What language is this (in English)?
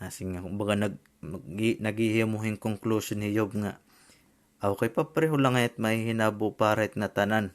Waray